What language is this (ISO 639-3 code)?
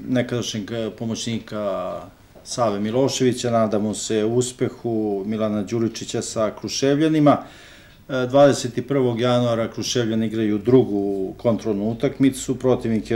srp